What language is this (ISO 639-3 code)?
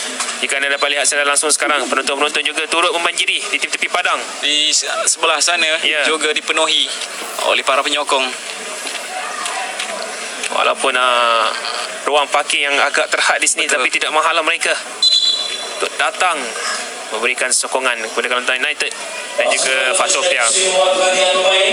msa